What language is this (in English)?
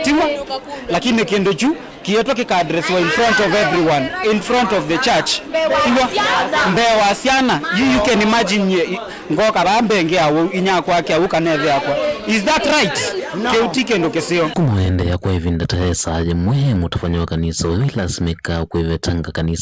Kamba